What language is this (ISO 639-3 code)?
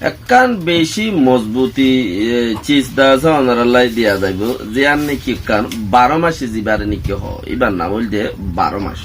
rhg